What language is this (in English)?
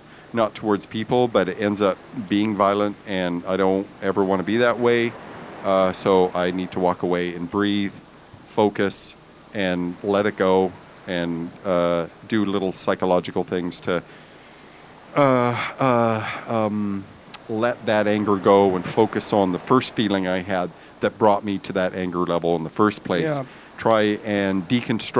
English